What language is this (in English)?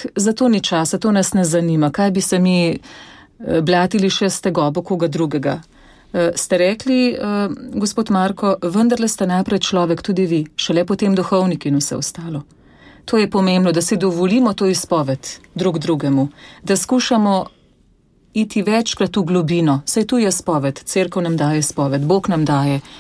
Slovenian